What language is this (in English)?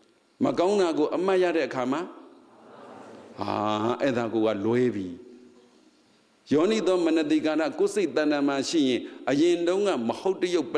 Burmese